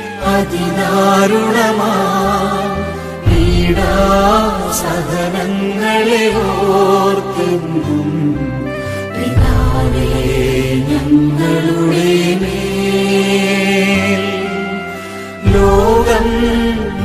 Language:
Malayalam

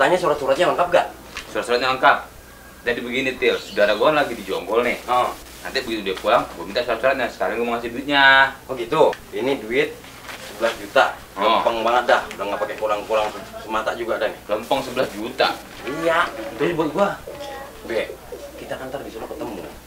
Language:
Betawi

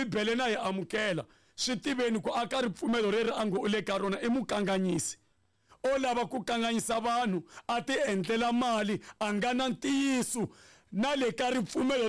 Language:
Tsonga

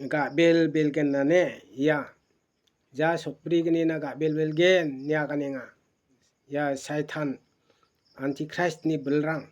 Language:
Garo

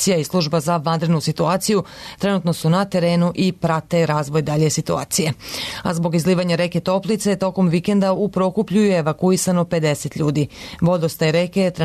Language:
Serbian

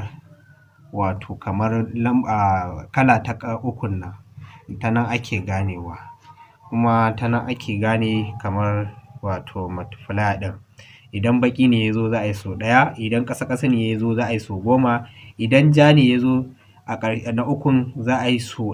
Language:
Hausa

